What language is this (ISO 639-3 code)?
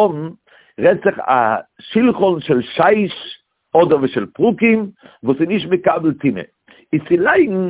yid